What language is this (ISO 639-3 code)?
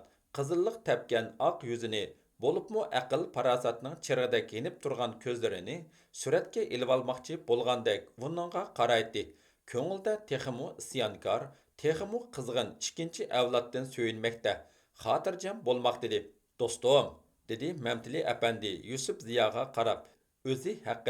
uig